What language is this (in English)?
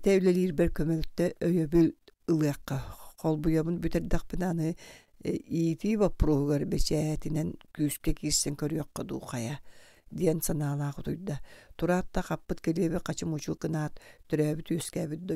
Yakut